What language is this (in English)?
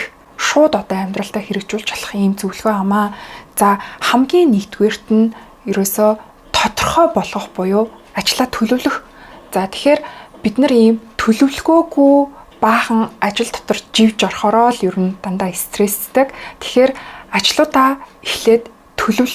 Mongolian